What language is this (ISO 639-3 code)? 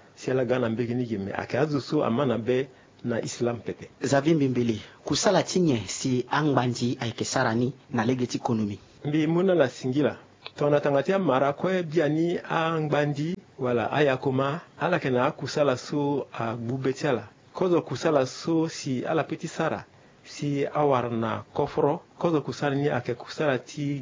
sag